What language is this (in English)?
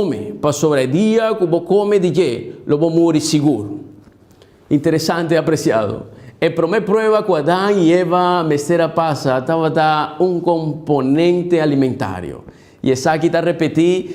Papiamento